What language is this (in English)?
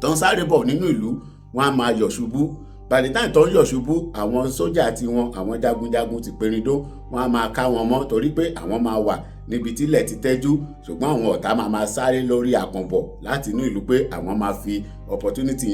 Yoruba